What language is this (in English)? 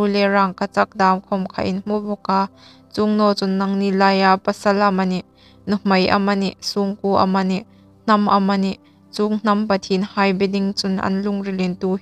Hmar